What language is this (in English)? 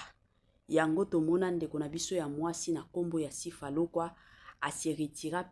Lingala